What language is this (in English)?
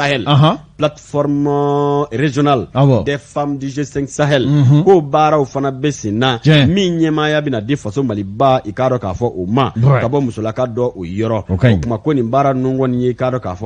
Bambara